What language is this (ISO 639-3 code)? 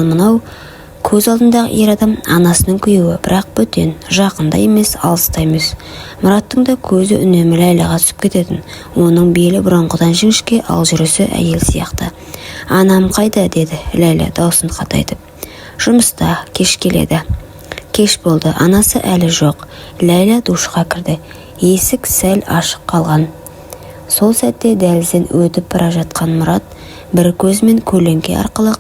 kaz